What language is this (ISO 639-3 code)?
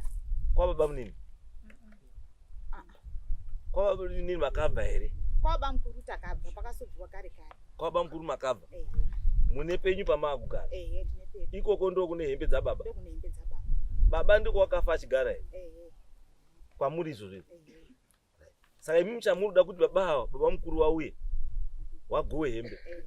sna